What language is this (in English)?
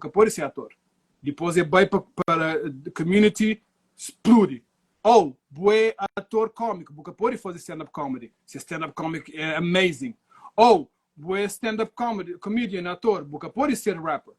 Kabuverdianu